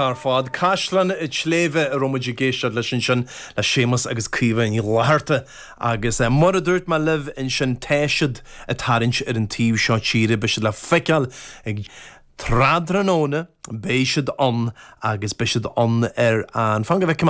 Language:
Irish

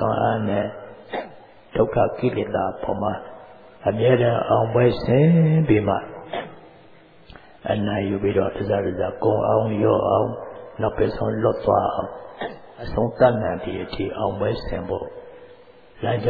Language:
Burmese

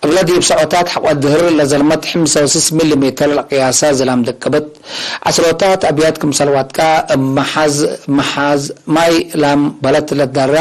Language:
Tigre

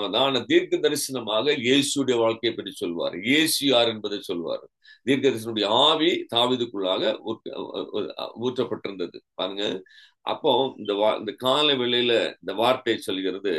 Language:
Tamil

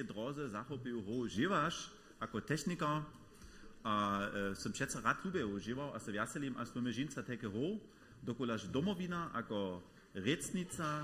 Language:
Upper Sorbian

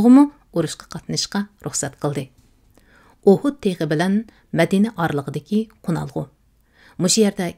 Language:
Uyghur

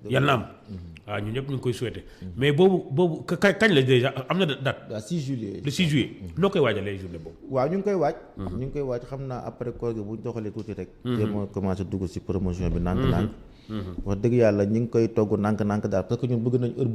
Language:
Wolof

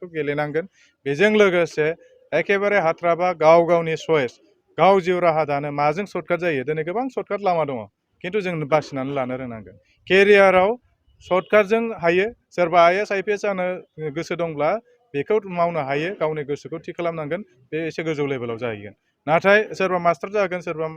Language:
Bodo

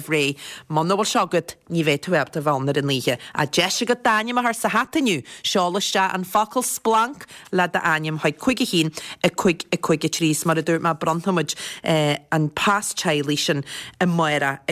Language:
Irish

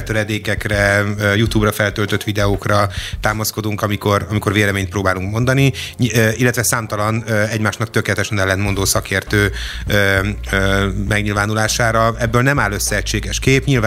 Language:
Hungarian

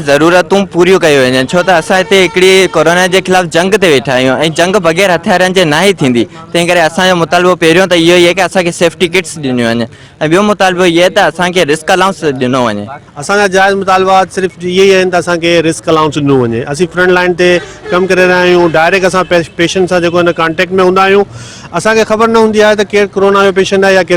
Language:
Sindhi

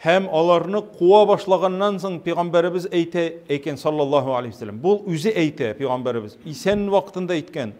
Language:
Tatar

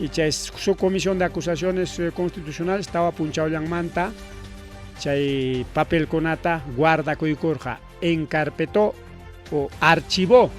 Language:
Ayacucho Quechua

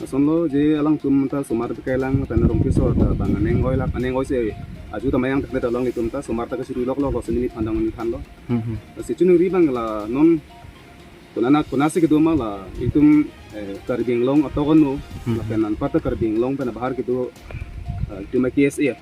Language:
Karbi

